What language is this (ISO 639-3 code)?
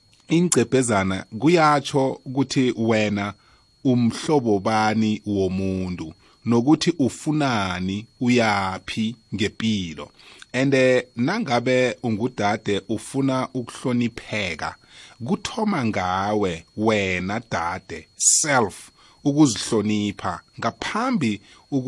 nbl